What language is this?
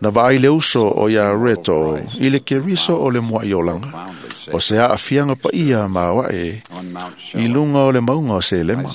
Samoan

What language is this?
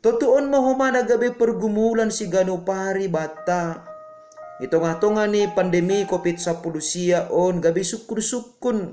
Batak Simalungun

